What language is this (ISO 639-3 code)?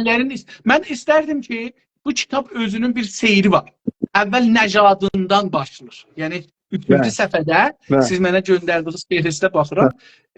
azb